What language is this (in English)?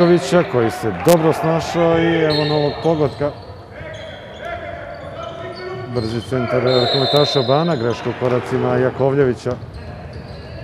Serbian